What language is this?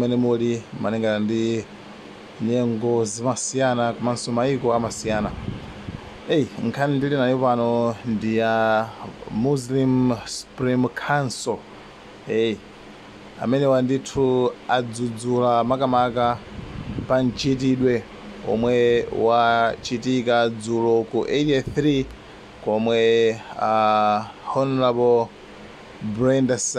Nyanja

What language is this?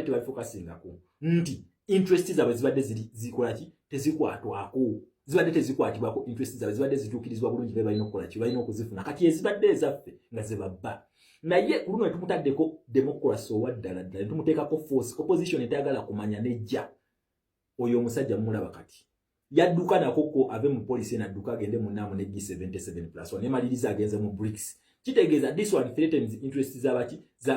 Ganda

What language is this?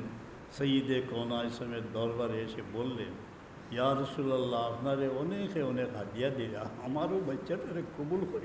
Sylheti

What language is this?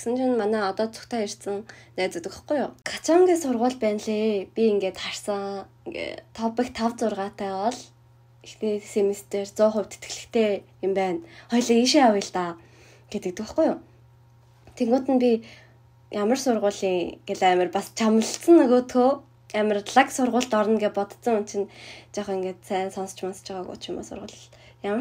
Mongolian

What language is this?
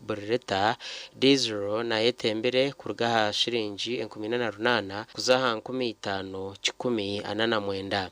Nyankole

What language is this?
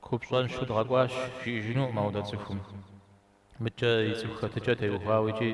Kabardian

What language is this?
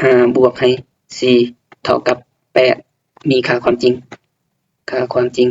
Lao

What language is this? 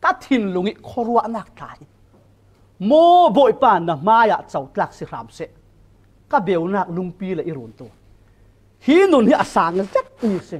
Falam Chin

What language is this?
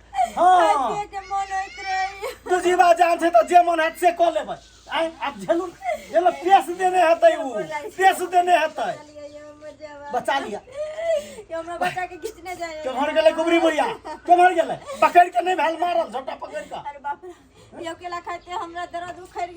Maithili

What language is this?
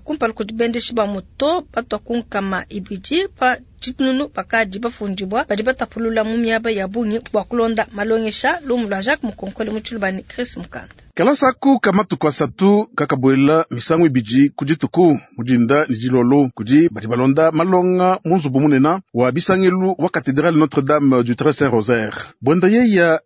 Luba-Lulua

